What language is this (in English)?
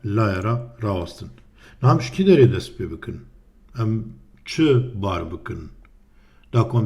Kurdish